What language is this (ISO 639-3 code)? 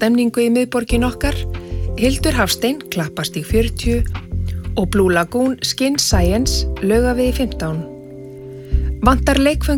isl